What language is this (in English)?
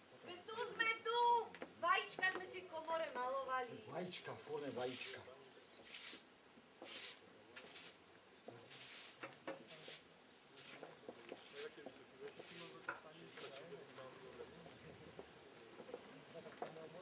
Slovak